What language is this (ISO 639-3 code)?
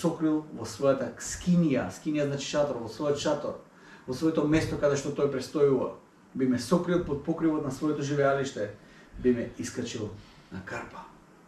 mkd